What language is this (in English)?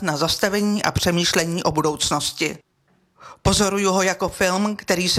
Czech